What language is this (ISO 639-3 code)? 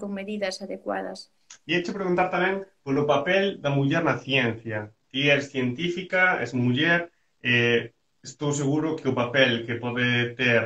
glg